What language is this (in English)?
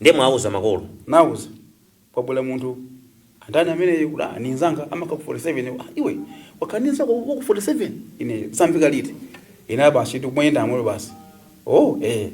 Nyanja